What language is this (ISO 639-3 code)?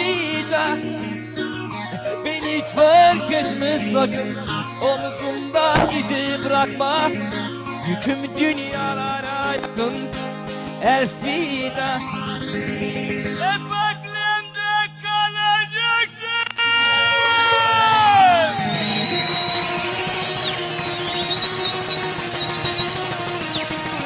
tur